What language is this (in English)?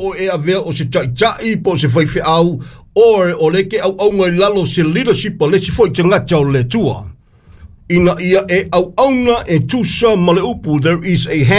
Samoan